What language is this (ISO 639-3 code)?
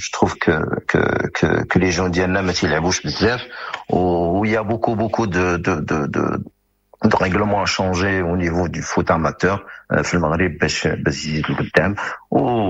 ary